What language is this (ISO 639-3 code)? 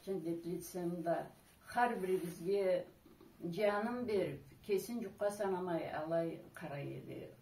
krc